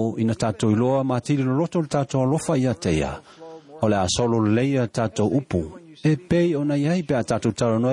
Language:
Samoan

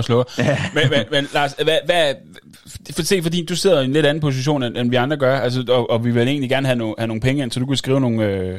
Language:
Danish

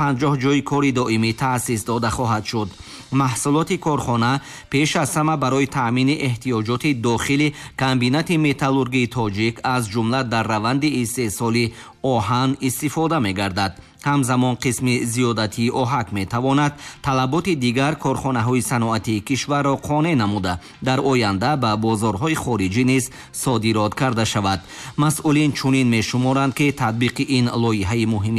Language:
Tajik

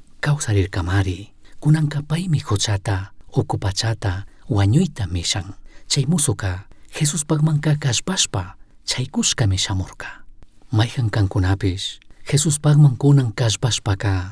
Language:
Chimborazo Highland Quichua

